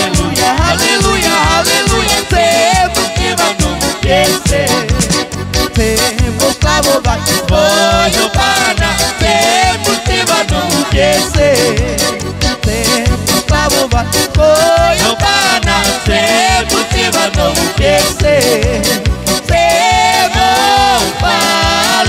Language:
Carpathian Romani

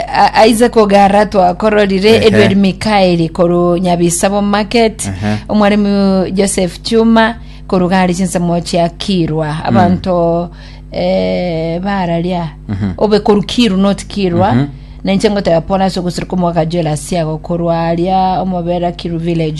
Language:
Gusii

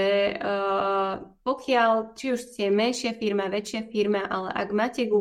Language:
Slovak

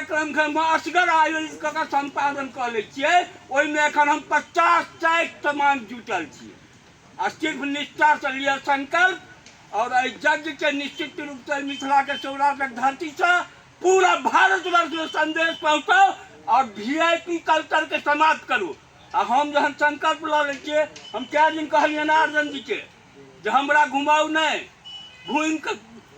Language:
Maithili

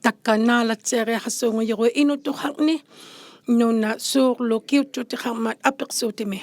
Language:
Inuktitut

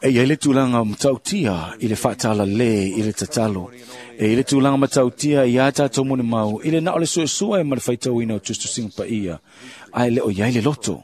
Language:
Samoan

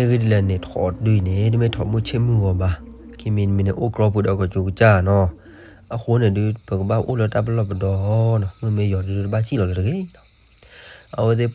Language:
S'gaw Karen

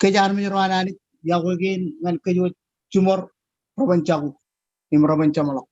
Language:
Marshallese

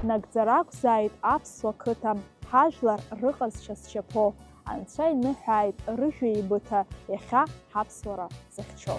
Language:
Abkhazian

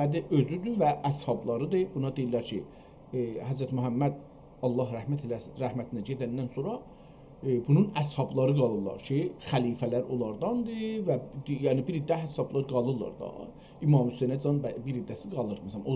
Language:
South Azerbaijani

